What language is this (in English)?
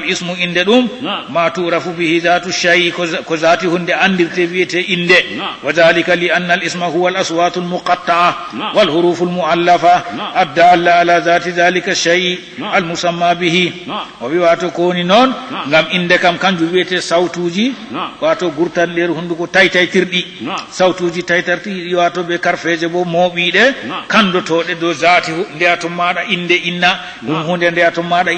Fula